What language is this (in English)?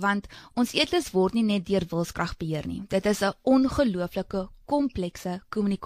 Afrikaans